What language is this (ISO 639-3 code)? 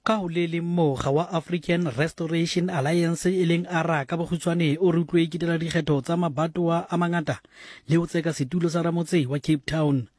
sot